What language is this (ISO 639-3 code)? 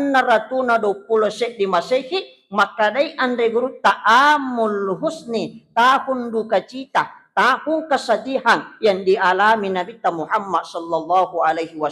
bug